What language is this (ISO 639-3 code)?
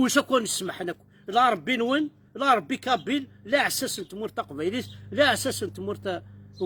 kab